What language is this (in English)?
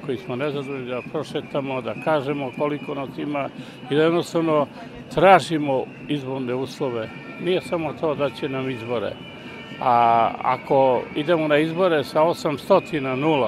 Serbian